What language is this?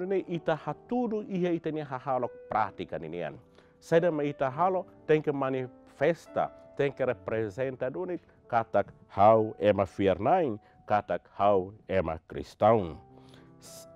Tetum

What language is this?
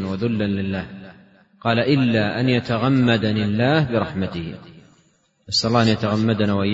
Arabic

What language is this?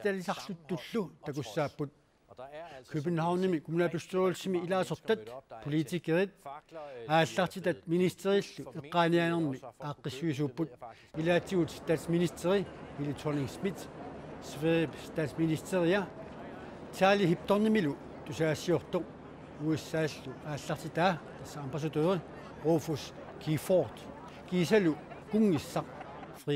Kalaallisut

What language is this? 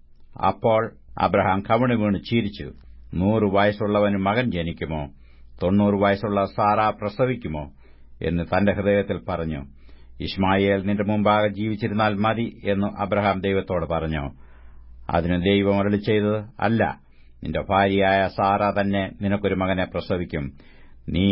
Malayalam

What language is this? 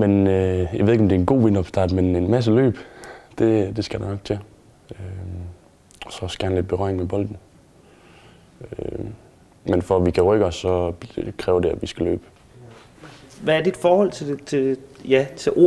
Danish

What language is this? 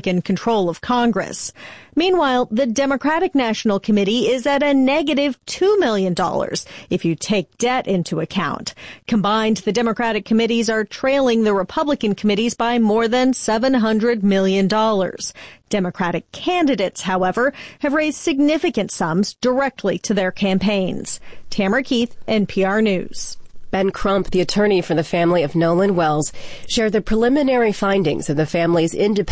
English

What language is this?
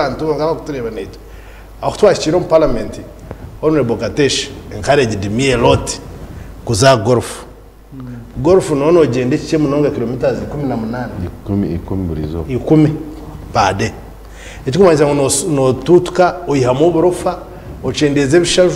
Nyankole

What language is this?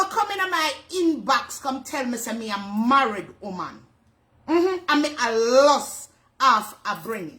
Jamaican Creole English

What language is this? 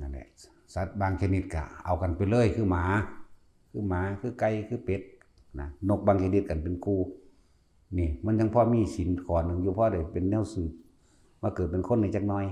Northeastern Thai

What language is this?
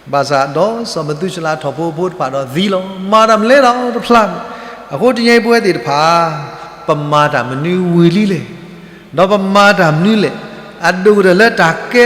S'gaw Karen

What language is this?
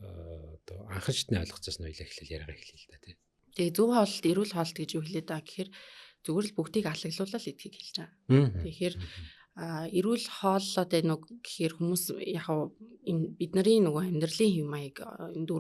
Mongolian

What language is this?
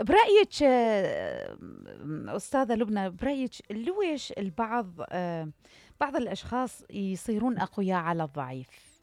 Mesopotamian Arabic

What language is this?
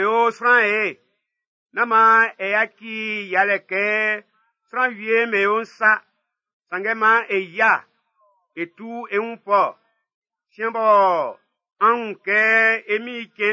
Baoulé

